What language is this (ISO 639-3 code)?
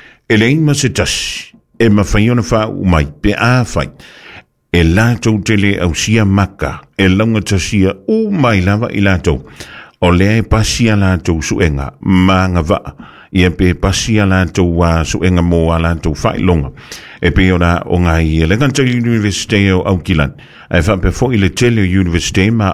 smo